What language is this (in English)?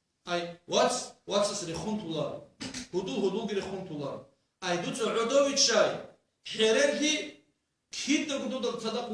Avaric